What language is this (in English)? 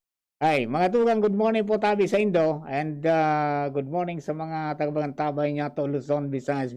Bikol